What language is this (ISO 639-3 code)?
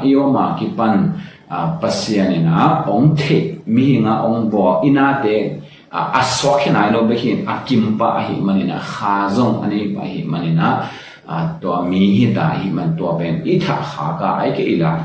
ctd